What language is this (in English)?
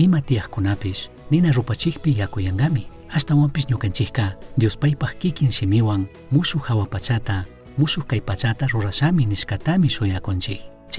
Chimborazo Highland Quichua